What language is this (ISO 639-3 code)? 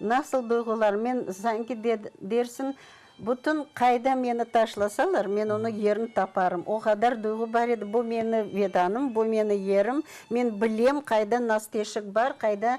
crh